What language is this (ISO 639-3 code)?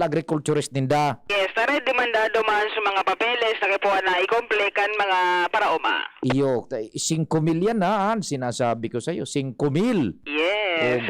bik